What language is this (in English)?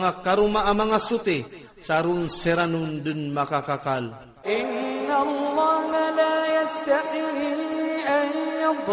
Iranun (Philippines)